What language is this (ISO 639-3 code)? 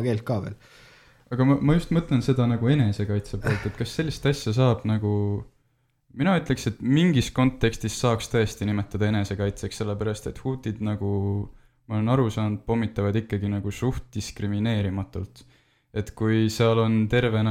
est